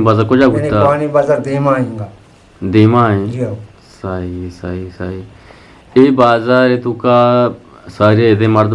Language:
Eastern Balochi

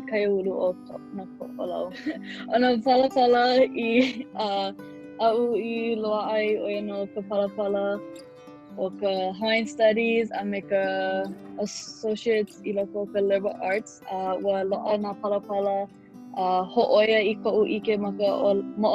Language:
Hawaiian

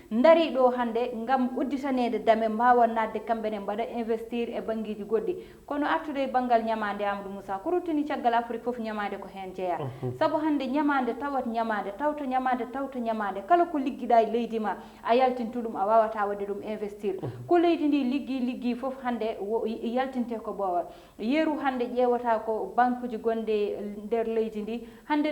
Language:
Fula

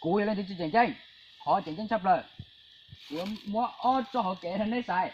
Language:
Hmong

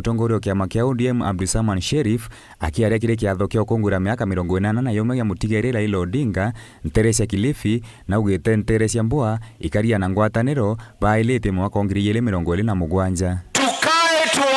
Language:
Meru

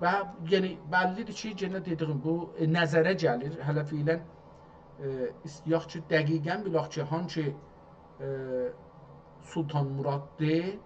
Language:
South Azerbaijani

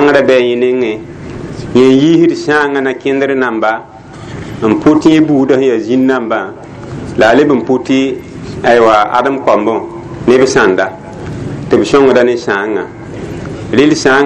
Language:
Mossi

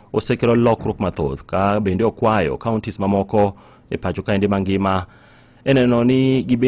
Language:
Luo (Kenya and Tanzania)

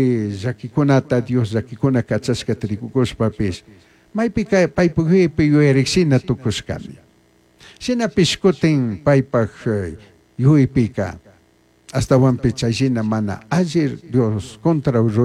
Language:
Chimborazo Highland Quichua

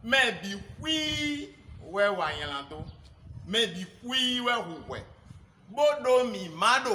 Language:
Fon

